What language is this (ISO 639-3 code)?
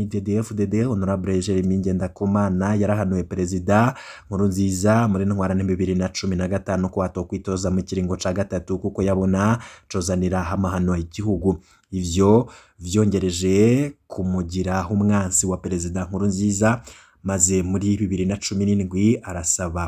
run